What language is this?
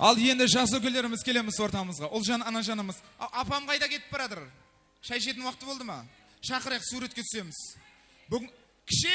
Kara-Kalpak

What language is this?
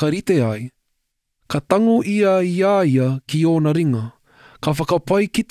Māori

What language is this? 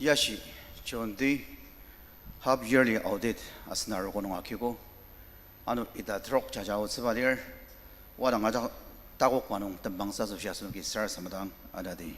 Ao Naga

